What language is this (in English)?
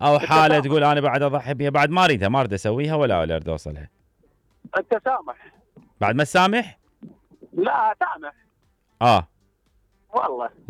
Mesopotamian Arabic